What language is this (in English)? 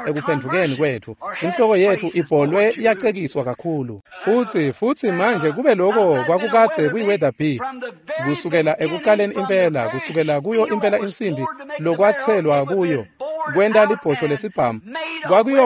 Swati